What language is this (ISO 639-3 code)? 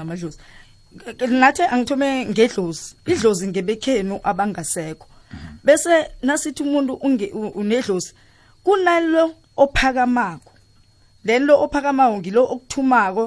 nbl